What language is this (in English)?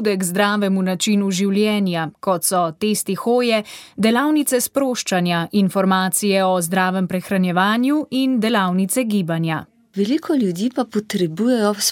Slovenian